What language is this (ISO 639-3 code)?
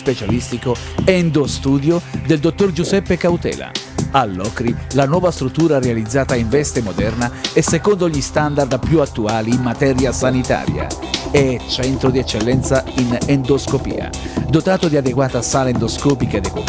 ita